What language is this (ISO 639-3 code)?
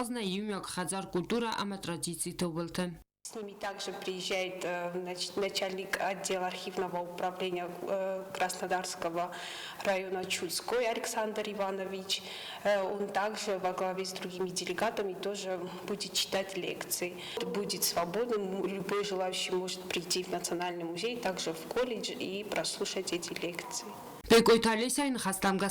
oss